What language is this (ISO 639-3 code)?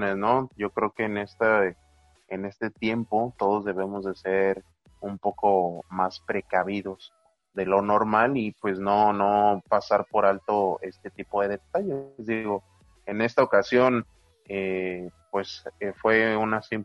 spa